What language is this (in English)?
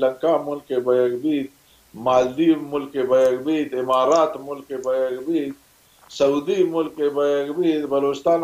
Baluchi